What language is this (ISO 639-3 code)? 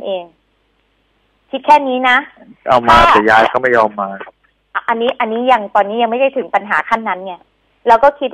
tha